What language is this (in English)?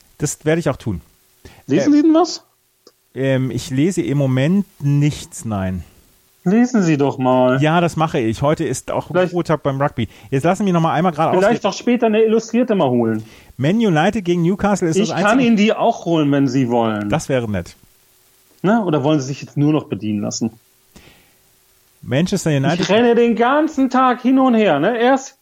German